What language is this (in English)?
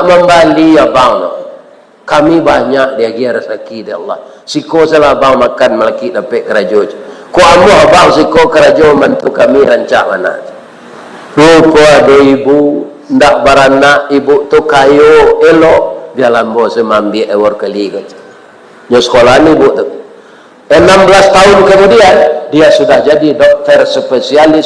Minangkabau